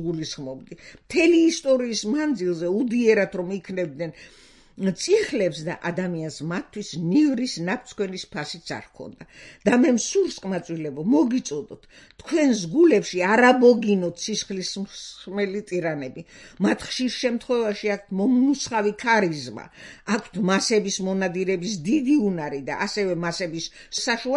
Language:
Georgian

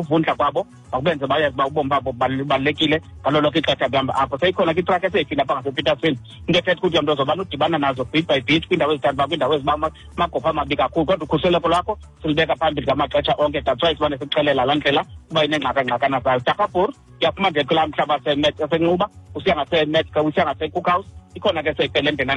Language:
Xhosa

